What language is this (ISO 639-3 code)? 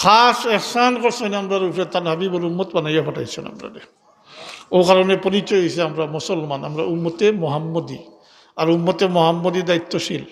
syl